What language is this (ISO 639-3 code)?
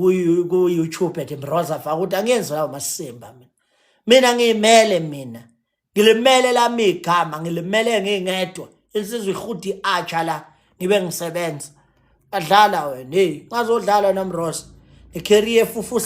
zul